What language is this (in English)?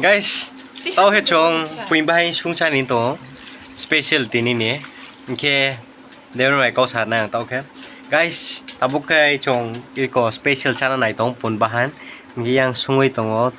Kok Borok